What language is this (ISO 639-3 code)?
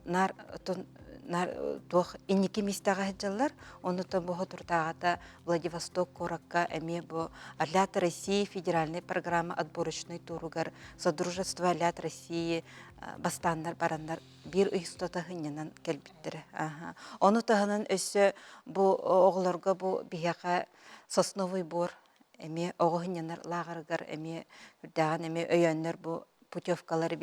sah